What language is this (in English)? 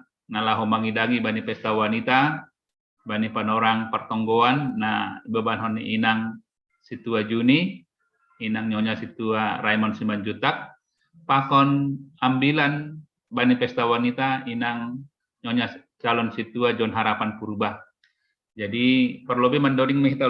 Batak Simalungun